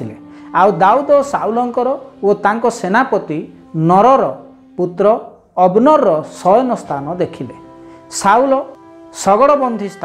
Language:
Odia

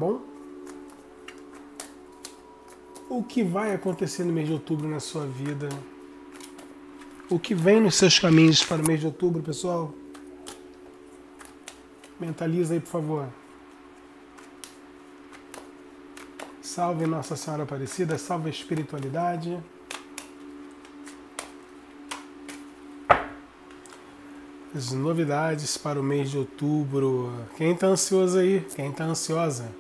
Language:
Portuguese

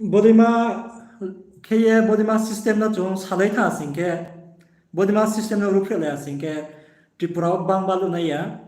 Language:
Riang (India)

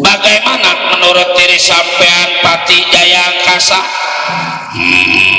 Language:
Betawi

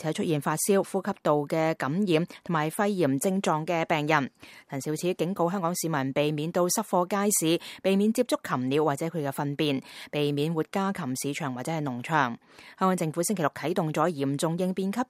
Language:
Cantonese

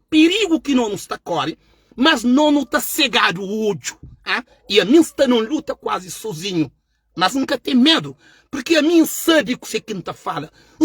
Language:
Kabuverdianu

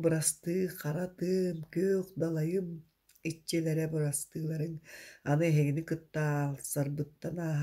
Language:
Yakut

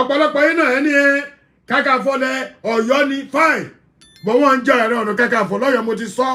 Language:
Yoruba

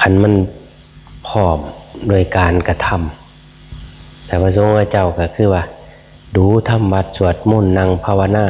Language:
Northeastern Thai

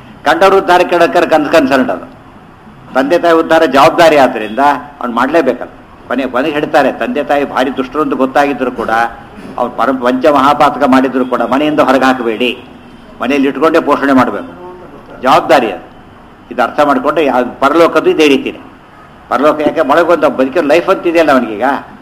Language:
Kannada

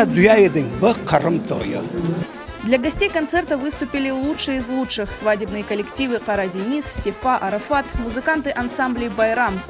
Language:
Crimean Tatar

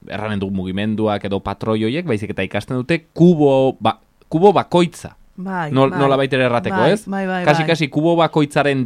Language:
Basque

